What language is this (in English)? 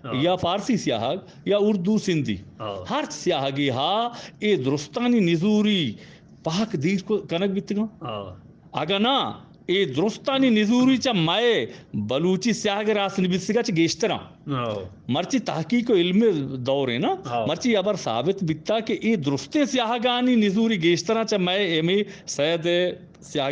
Eastern Balochi